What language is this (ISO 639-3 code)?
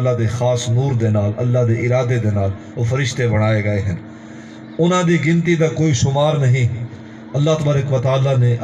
skr